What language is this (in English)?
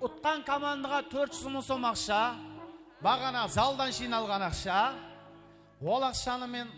Kara-Kalpak